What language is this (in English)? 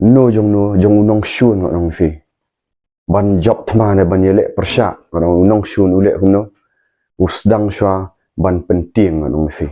Khasi